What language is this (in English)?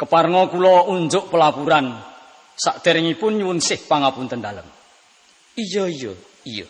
Javanese